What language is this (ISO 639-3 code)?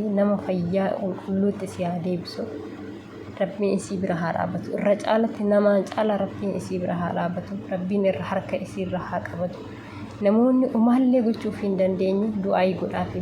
orm